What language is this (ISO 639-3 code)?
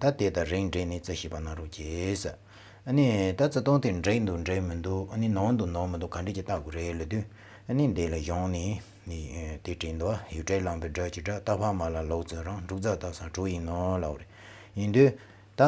bod